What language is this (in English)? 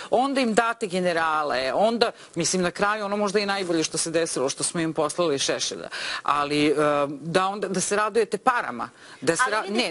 Serbian